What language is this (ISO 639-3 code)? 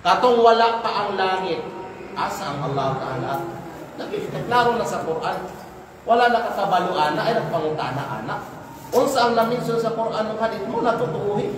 kqe